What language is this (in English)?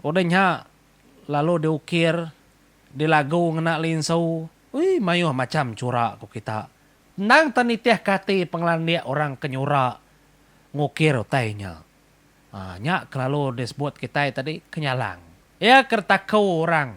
Iban